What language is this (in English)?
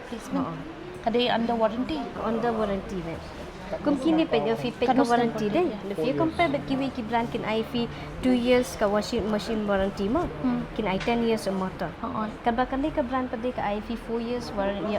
Khasi